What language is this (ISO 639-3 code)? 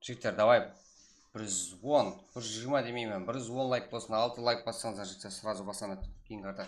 kaa